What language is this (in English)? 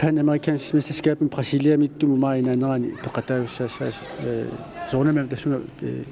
Kalaallisut